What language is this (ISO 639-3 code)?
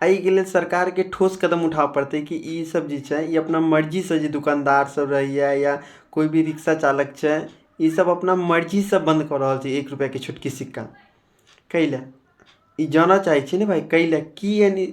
mai